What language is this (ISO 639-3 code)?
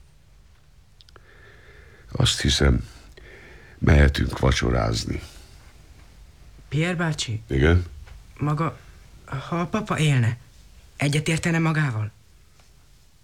hun